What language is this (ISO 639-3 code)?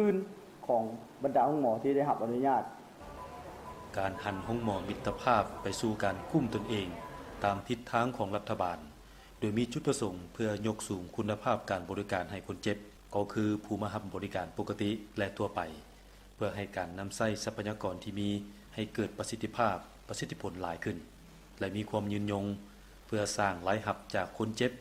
lao